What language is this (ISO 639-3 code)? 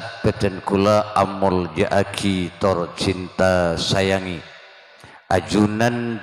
mad